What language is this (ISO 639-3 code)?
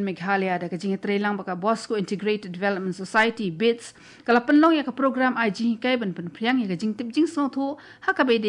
kha